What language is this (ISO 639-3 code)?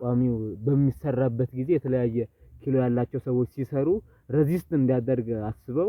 amh